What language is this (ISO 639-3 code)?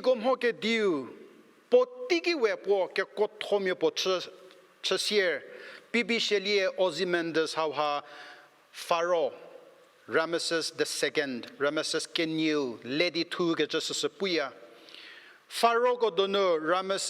njm